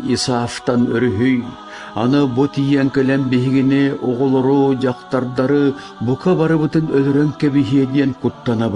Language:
Yakut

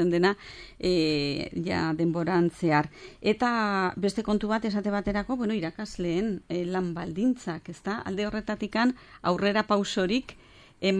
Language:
Basque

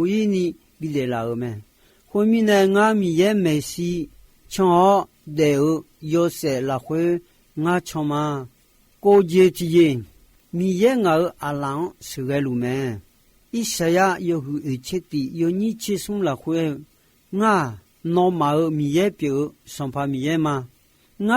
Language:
Akha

